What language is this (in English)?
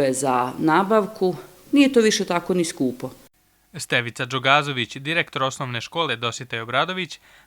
Bosnian